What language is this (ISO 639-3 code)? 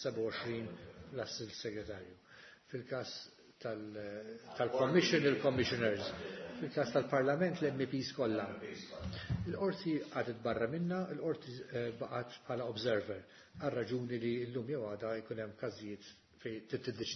mlt